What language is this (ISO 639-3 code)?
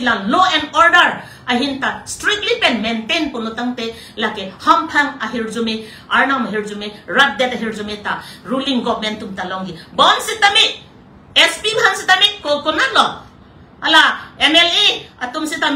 mjw